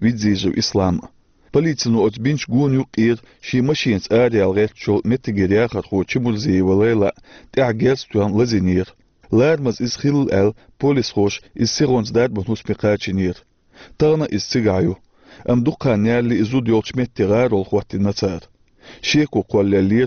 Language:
Chechen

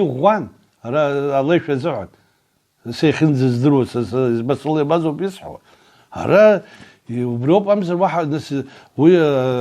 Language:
Abkhazian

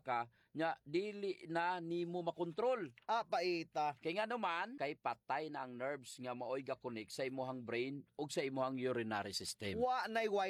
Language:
Cebuano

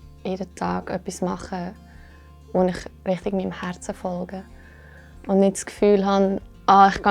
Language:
Swiss German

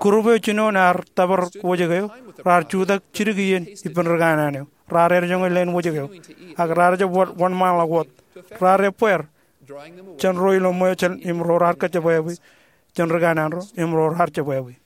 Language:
Marshallese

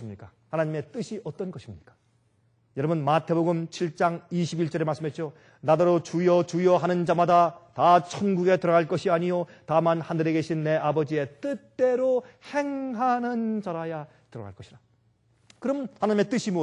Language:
Korean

